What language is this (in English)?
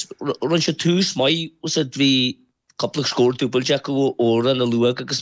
Irish